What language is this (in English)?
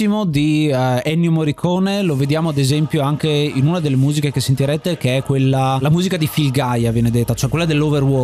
Italian